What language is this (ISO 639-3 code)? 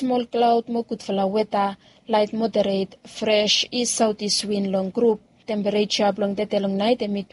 bis